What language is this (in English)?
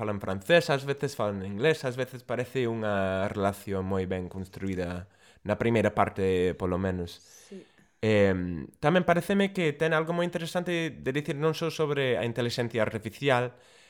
Galician